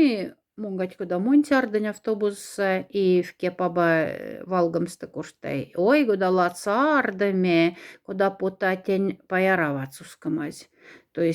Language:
Moksha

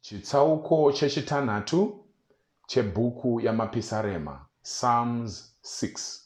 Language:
Shona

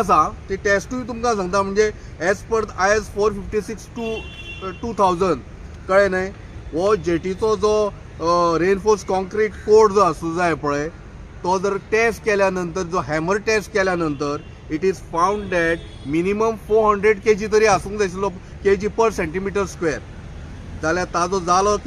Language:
Konkani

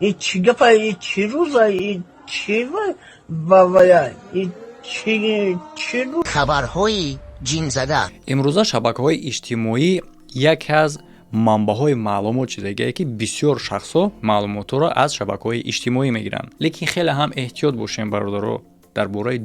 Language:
Tajik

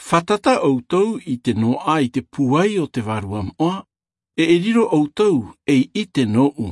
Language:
Tahitian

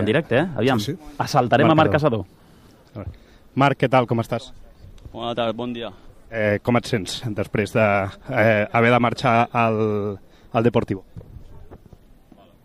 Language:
Catalan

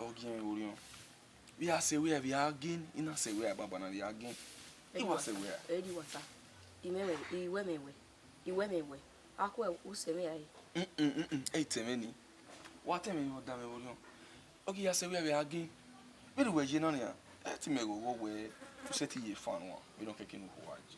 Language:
Bini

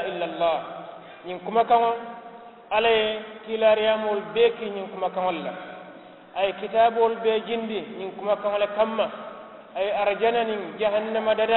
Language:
Mandingo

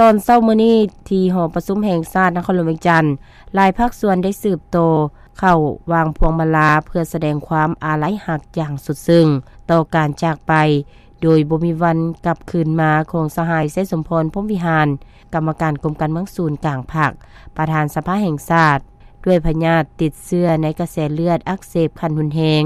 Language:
Lao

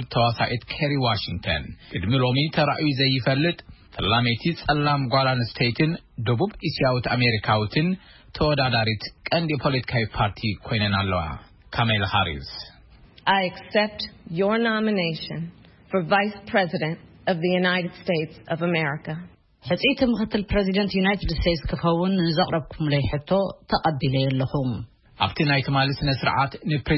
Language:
Tigrinya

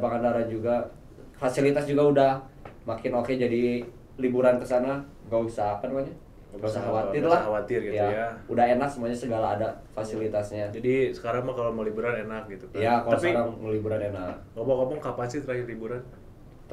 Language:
Indonesian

